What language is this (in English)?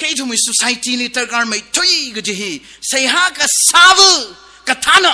Tangkhul Naga (India)